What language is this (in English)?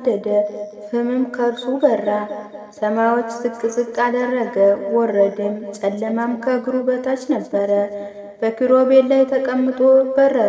Amharic